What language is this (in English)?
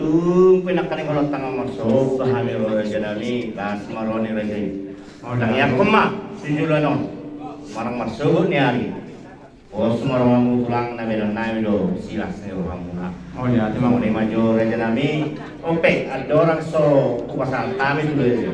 Batak Toba